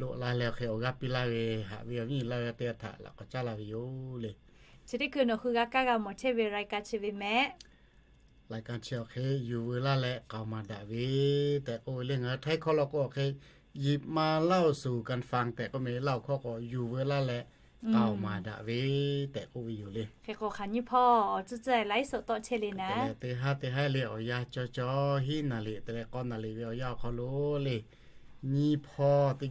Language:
Lahu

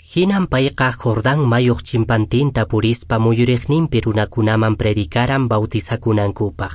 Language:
Quechua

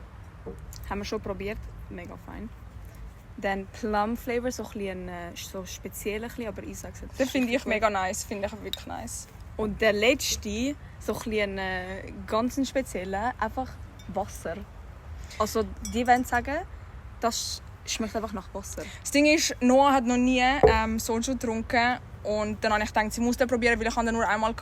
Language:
Swiss German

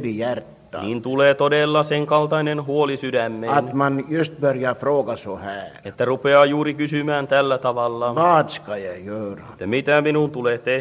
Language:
Finnish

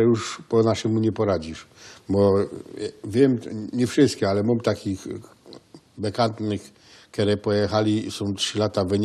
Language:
Silesian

